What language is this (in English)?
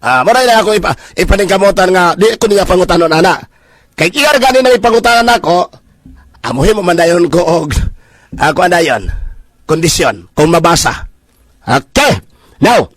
Cebuano